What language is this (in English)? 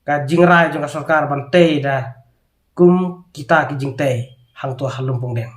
Khasi